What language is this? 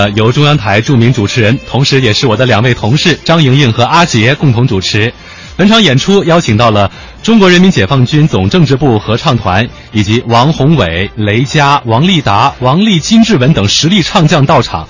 Chinese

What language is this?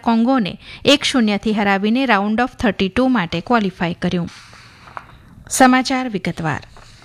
Gujarati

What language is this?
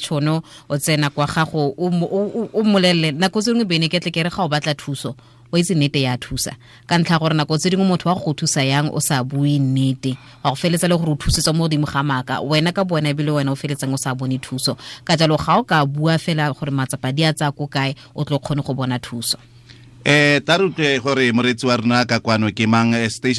Tswana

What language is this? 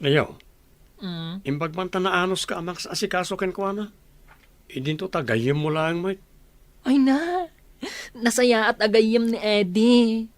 Iloko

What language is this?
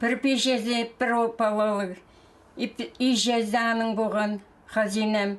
Khakas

